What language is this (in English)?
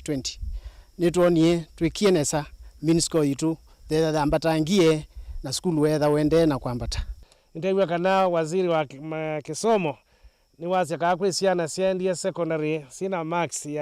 Kamba